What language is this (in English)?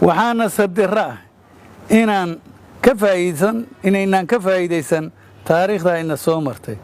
Somali